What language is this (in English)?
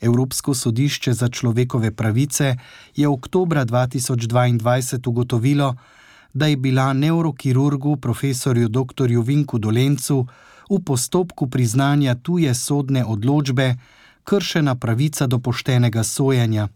Slovenian